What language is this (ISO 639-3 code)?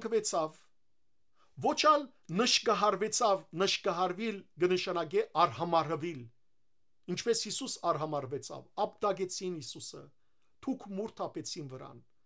hyw